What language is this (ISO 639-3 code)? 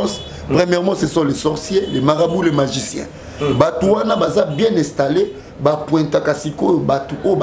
lin